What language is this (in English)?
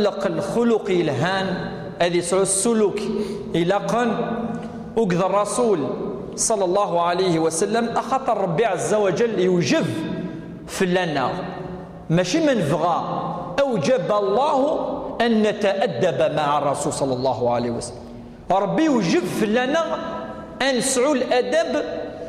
Kabyle